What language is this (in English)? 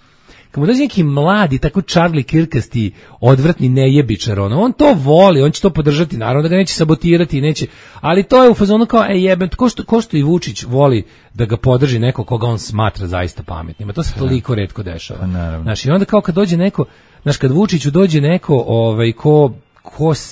Serbian